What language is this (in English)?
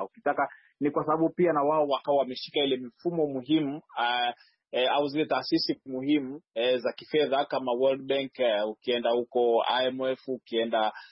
Swahili